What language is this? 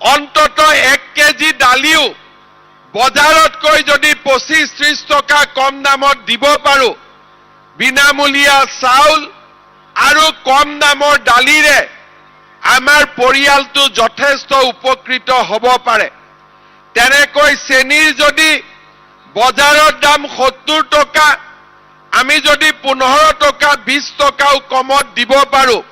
Assamese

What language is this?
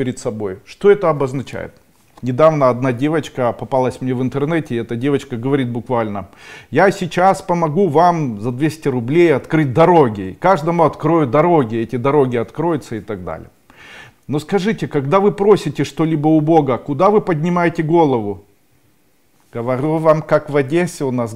Russian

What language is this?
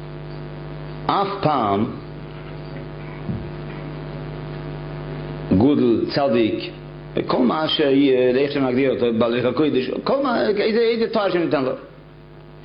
Hebrew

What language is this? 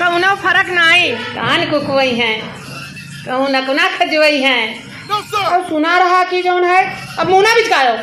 Awadhi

